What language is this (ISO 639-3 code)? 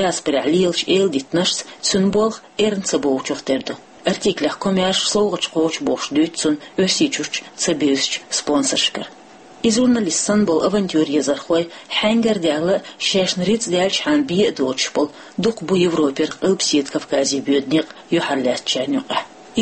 che